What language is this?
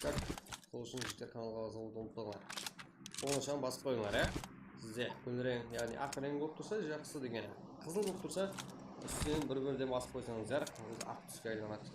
Kara-Kalpak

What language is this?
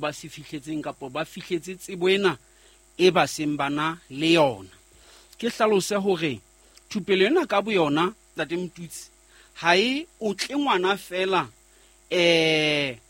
Southern Sotho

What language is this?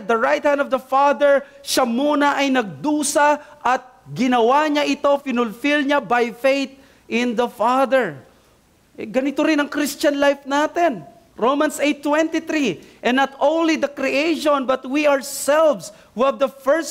Filipino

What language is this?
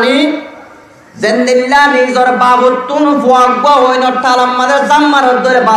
Rohingya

